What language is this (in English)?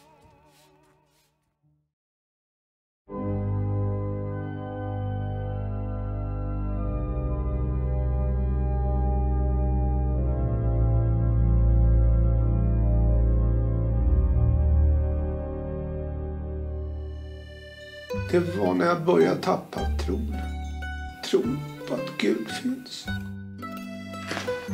Swedish